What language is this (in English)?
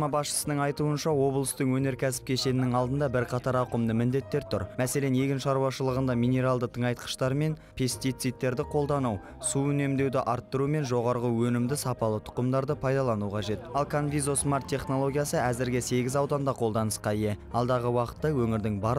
Kazakh